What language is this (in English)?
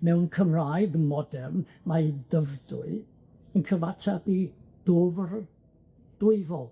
Welsh